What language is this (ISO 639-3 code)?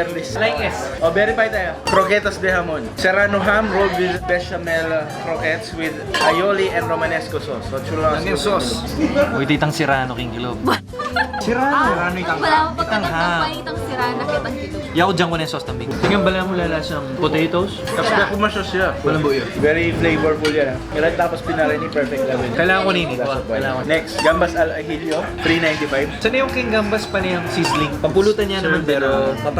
pam